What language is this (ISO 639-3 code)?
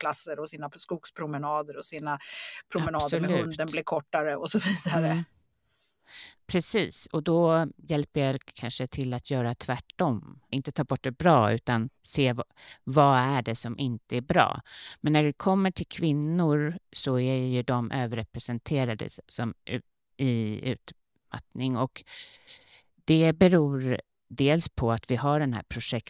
swe